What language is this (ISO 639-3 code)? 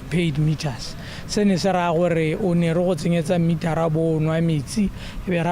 tsn